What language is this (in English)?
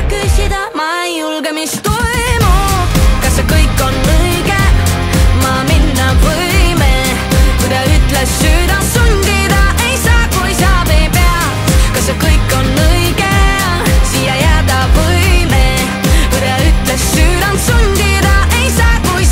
Estonian